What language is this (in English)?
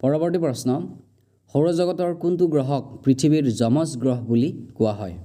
Assamese